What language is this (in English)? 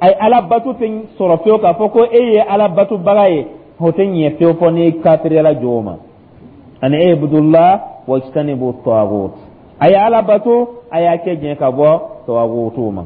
Dyula